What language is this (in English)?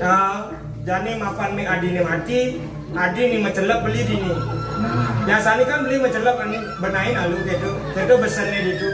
Balinese